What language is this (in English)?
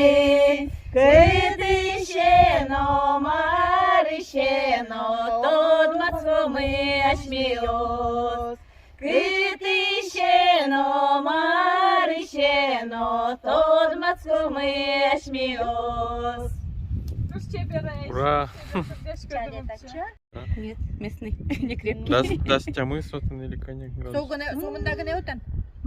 Udmurt